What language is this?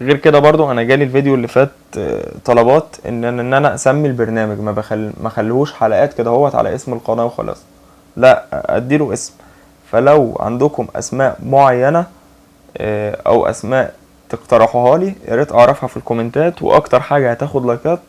Egyptian Arabic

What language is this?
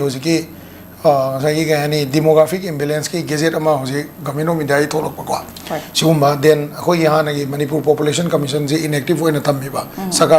Manipuri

